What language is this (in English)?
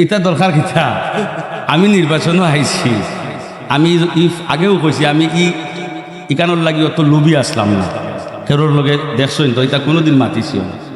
Sylheti